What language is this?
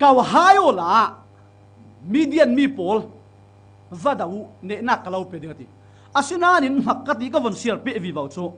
Falam Chin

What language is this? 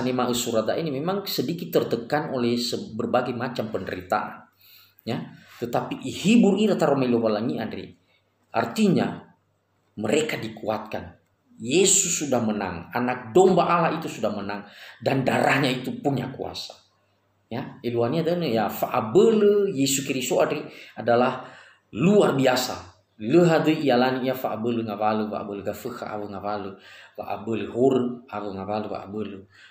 Nias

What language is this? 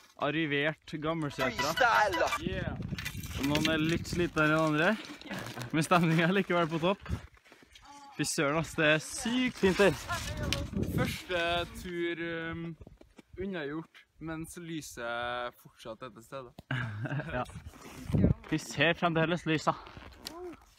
Norwegian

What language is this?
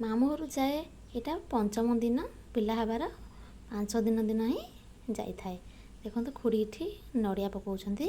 Odia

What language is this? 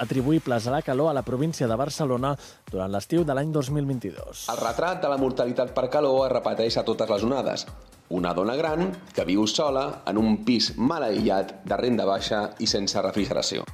Catalan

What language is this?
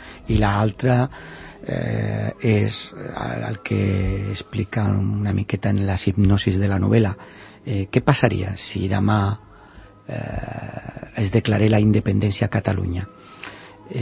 Catalan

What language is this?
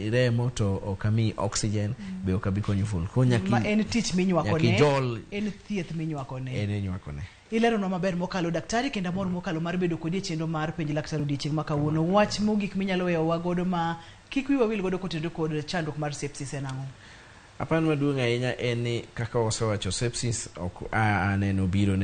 Luo (Kenya and Tanzania)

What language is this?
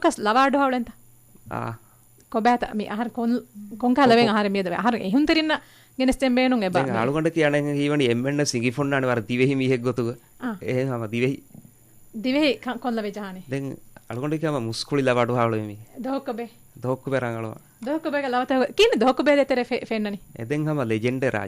Divehi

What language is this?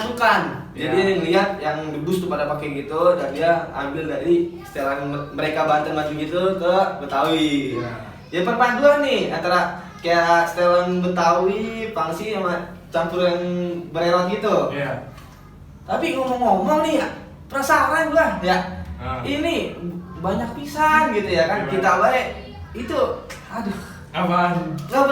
Betawi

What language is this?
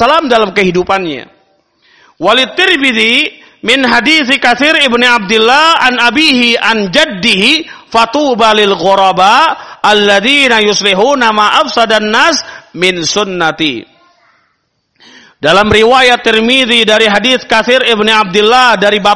Indonesian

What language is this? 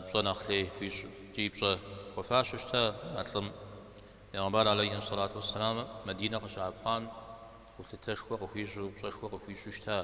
Kabardian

